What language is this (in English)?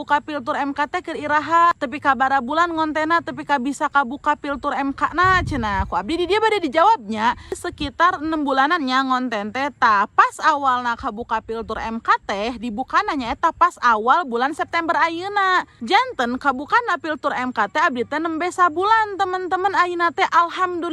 Sundanese